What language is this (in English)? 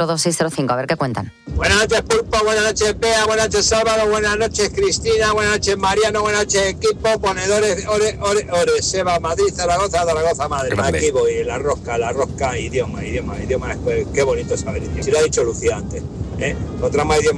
Spanish